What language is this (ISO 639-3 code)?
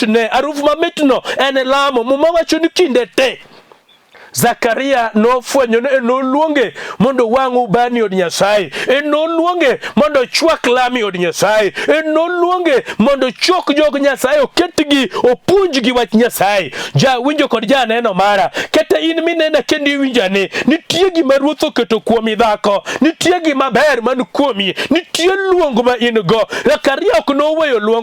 luo